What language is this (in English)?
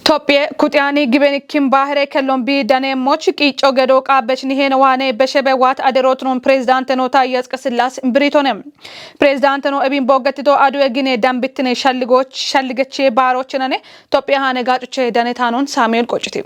Kafa